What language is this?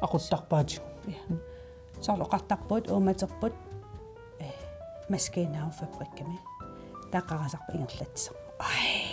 Kalaallisut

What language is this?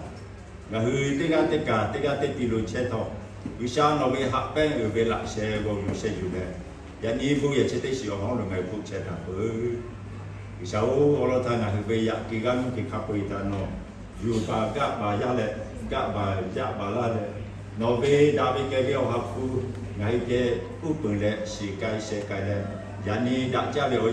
Lahu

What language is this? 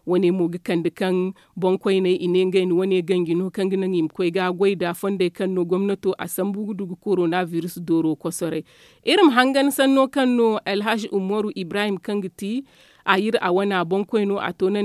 Zarma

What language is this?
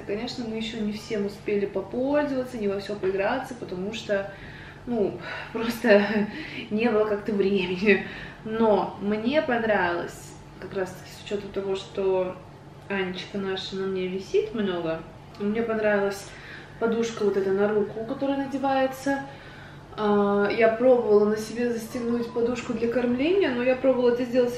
Russian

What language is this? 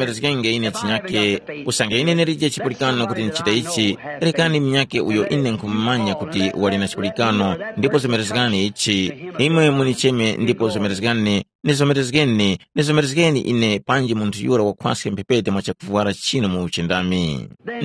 Tumbuka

